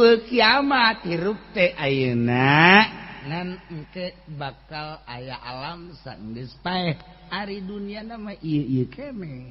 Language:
Sundanese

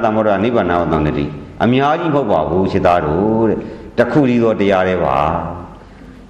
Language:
Burmese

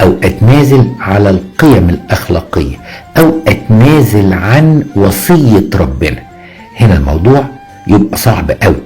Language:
Egyptian Arabic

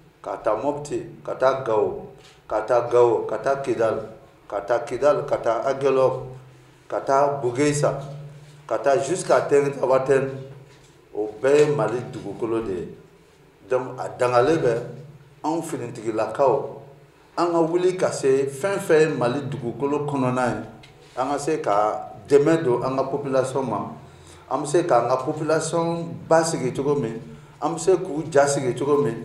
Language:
Bambara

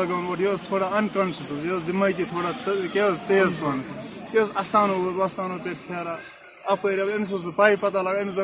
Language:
Kashmiri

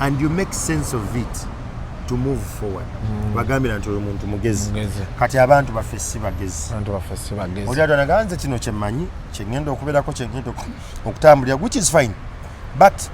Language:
Ganda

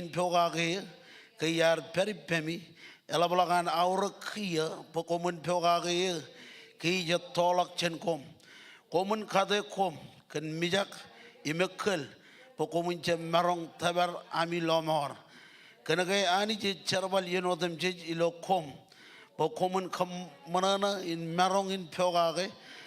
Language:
Marshallese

